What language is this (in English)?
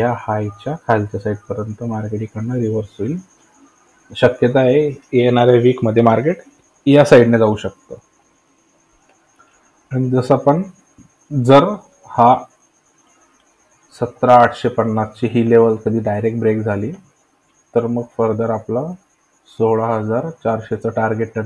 Marathi